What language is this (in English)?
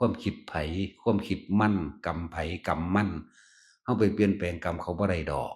Northeastern Thai